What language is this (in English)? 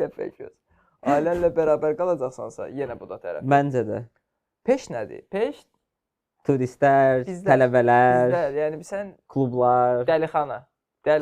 Azerbaijani